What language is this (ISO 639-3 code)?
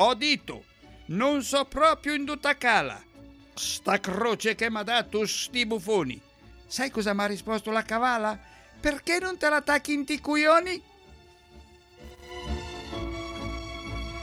ita